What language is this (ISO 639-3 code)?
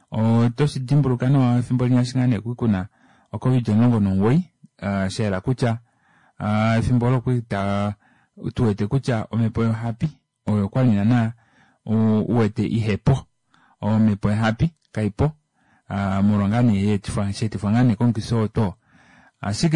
kua